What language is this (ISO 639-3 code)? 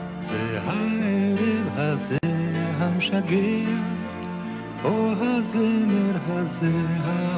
heb